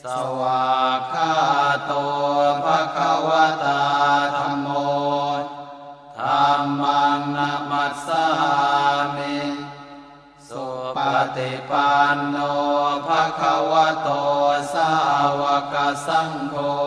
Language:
Pali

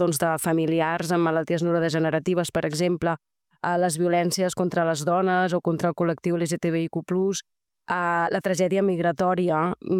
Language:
Catalan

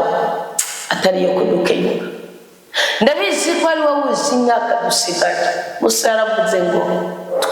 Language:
Rundi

